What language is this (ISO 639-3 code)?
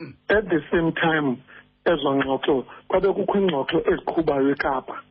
xho